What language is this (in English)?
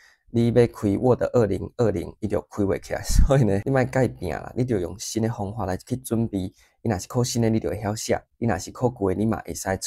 Min Nan Chinese